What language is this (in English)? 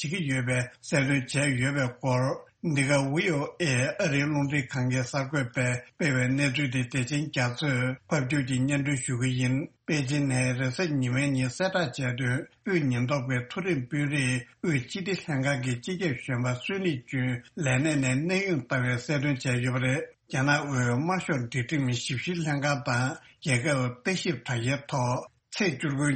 Tibetan